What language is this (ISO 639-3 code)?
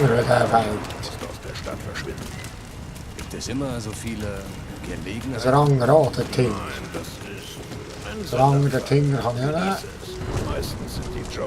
gsw